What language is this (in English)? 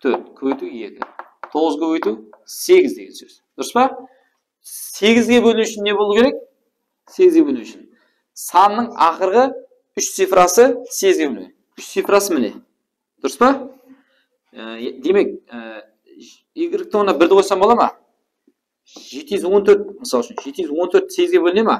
Kara-Kalpak